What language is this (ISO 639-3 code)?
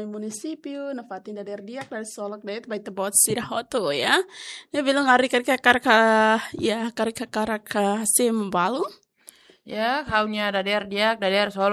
tet